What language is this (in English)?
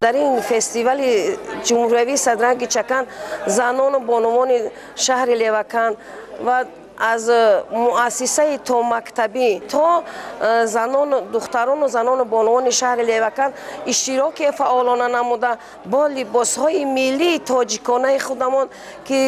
Tajik